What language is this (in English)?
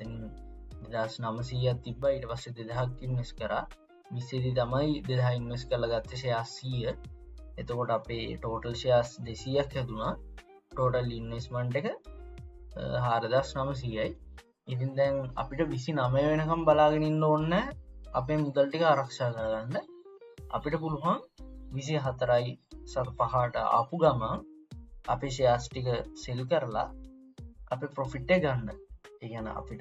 Sinhala